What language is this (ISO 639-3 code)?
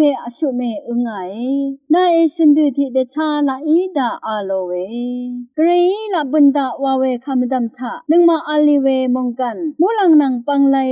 raw